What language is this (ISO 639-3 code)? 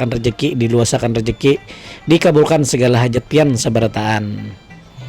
bjn